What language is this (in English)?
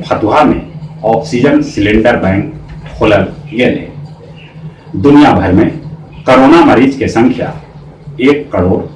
Magahi